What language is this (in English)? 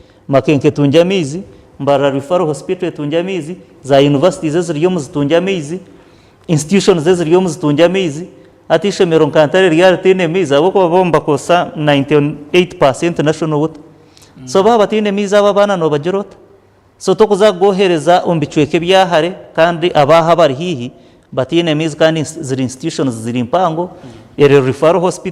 Nyankole